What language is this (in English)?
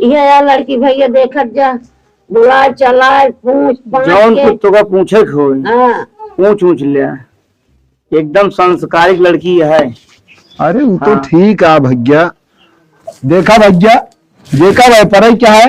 Awadhi